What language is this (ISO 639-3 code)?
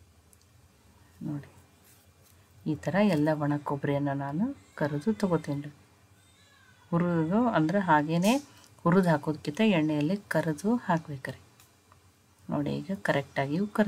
kan